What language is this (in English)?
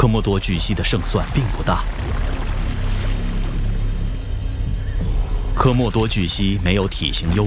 Chinese